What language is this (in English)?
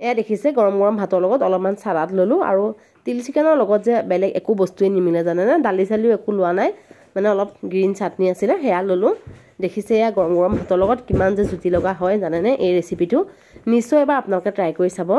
Assamese